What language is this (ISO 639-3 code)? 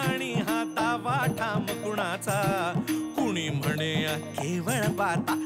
mar